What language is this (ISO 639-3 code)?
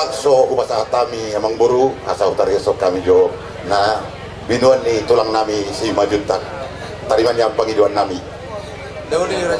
bbc